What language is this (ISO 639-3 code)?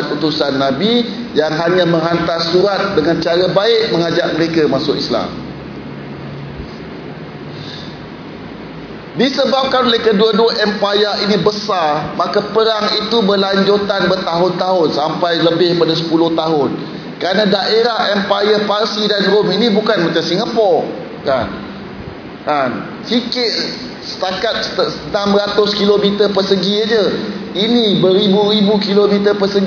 msa